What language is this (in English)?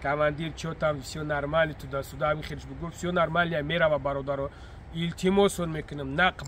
Tajik